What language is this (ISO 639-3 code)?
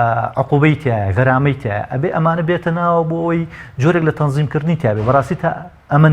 ckb